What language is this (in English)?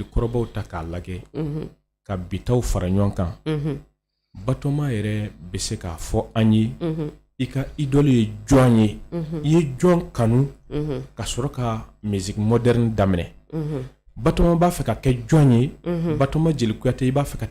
Bambara